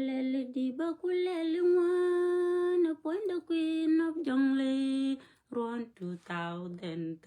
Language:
Nuer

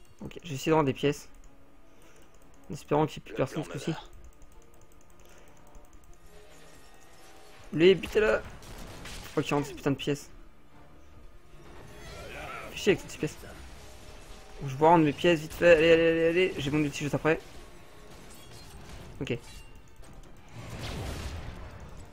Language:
French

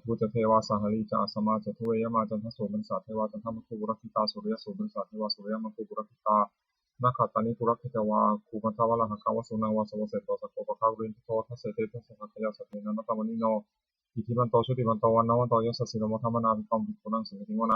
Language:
Pali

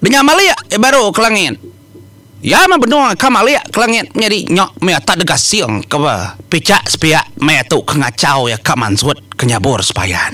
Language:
Iban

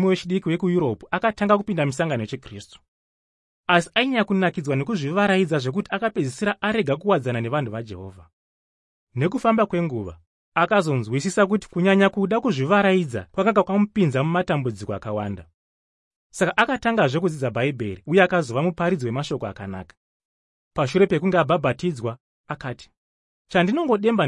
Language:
Shona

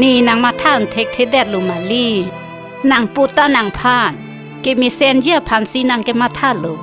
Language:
Karbi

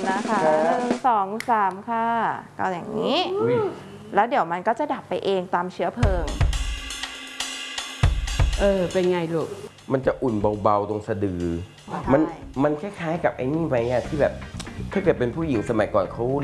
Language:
Thai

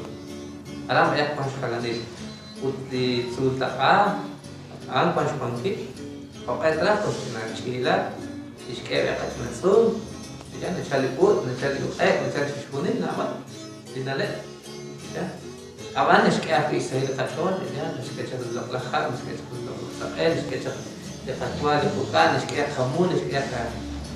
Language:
Kekchí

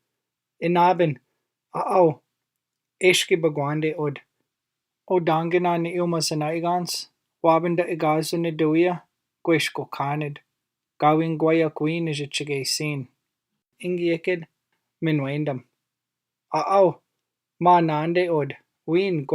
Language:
Chippewa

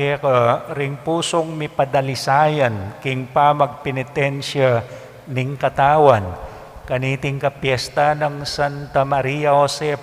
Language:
Pampanga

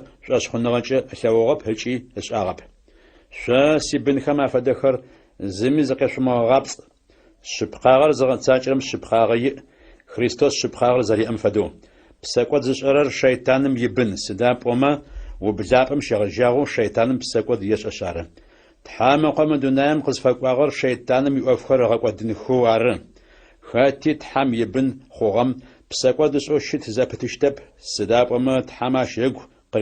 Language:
Adyghe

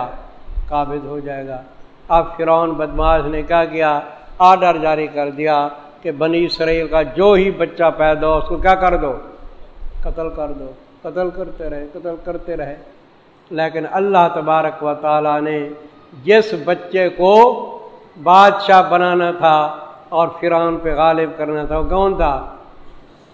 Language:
Urdu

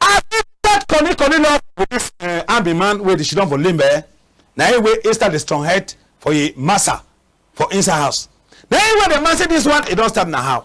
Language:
Cameroon Pidgin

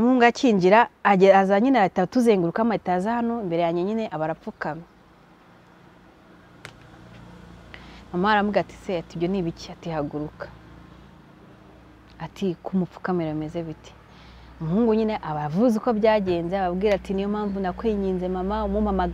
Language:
Kinyarwanda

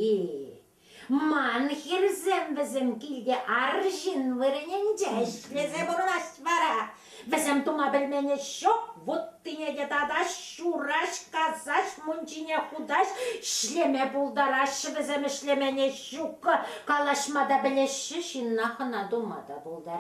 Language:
Chuvash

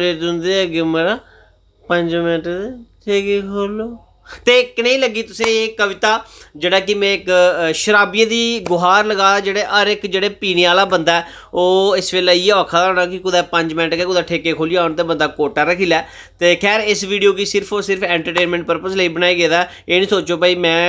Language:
Dogri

